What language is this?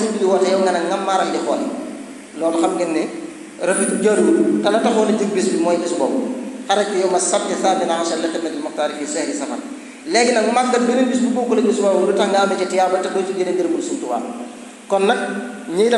Wolof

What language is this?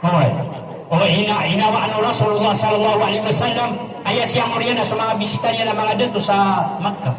Maranao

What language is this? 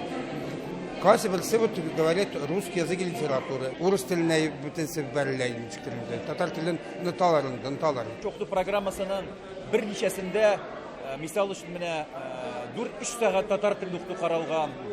Tatar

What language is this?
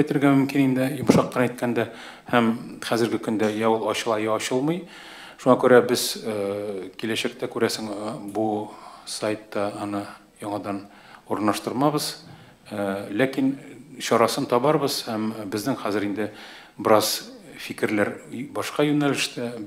Tatar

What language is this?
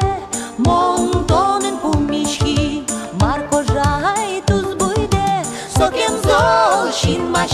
Udmurt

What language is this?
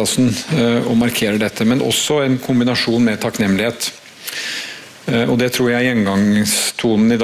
Norwegian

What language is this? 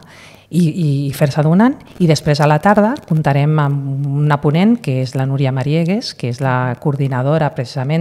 Catalan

